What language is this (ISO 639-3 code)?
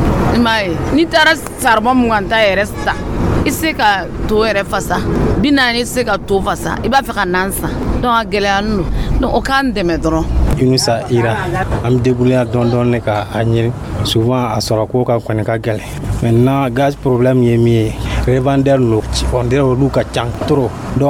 dyu